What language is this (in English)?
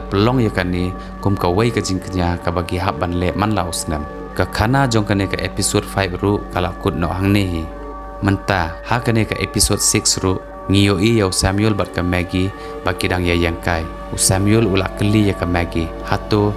Khasi